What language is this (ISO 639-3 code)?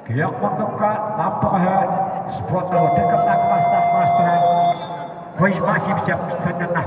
sah